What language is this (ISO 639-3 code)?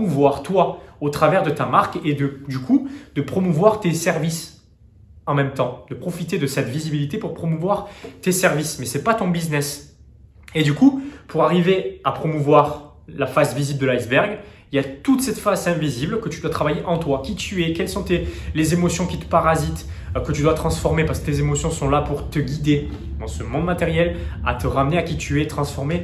fra